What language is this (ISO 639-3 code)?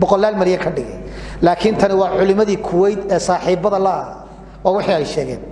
som